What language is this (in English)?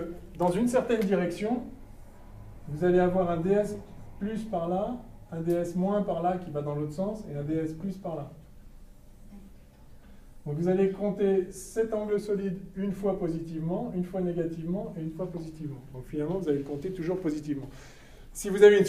French